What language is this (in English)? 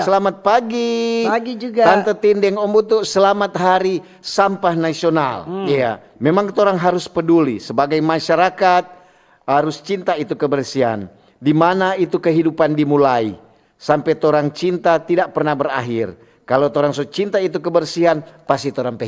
Manado Malay